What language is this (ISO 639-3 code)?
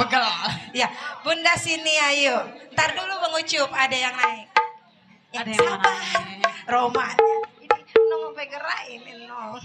bew